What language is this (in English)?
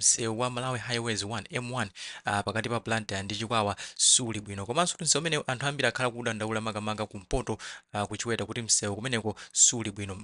Nyanja